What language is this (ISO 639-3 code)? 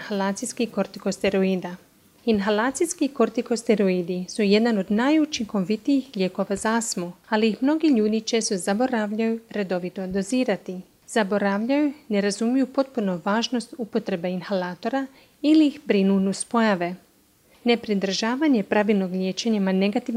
hrv